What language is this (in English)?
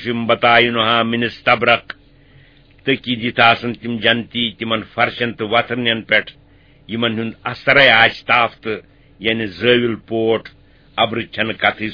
Kashmiri